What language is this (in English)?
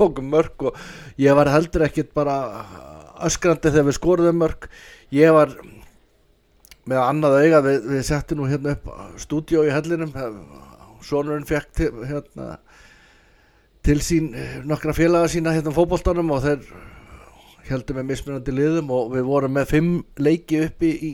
Icelandic